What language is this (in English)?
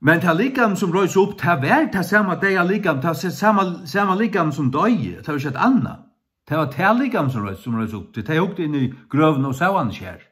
Faroese